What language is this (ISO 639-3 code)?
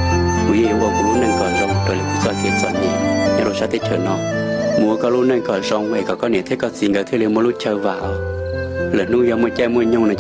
hmn